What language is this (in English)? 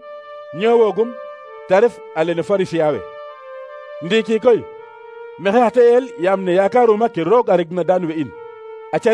Serer